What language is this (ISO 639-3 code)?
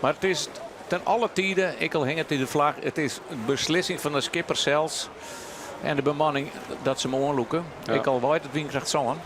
fry